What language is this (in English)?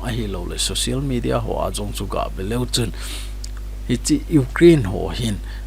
Thado Chin